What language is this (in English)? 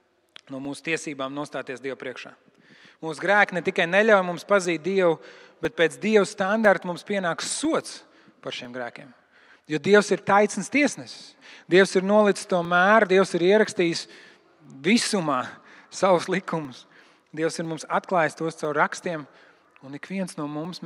Latvian